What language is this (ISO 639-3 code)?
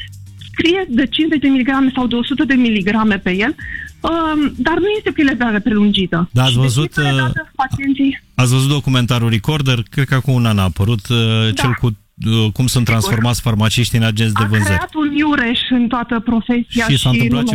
ron